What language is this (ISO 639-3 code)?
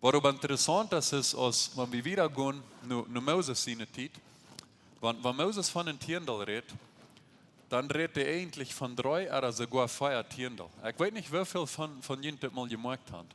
pdt